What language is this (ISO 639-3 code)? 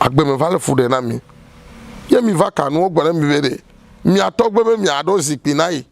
ewe